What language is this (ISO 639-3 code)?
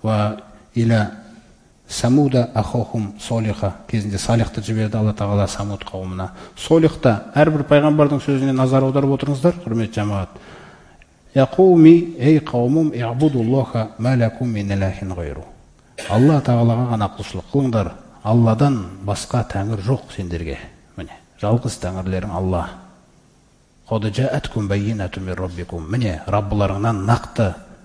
kaz